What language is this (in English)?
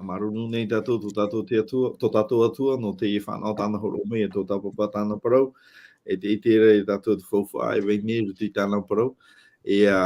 Tahitian